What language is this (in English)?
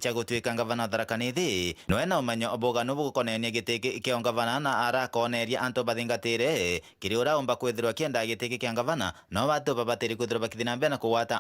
Meru